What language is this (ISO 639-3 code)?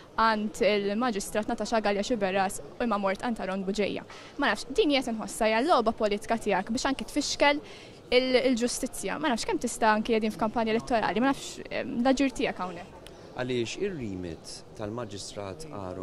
mlt